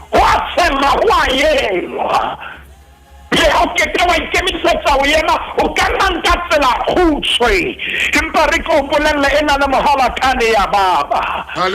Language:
Southern Sotho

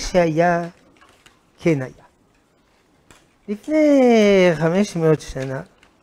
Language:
Hebrew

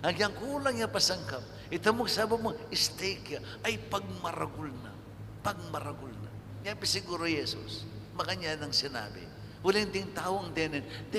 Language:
Pampanga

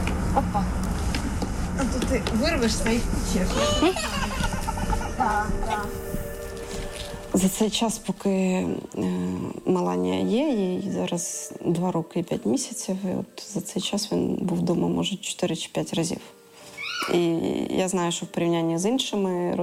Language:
Ukrainian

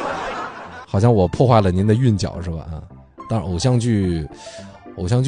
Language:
Chinese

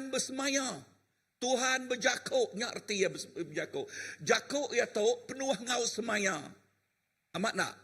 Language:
Iban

